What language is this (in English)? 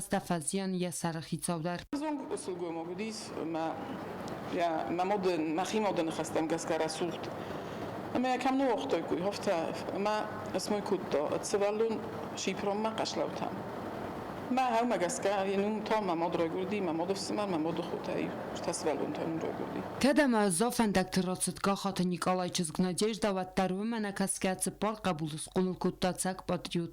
Ossetic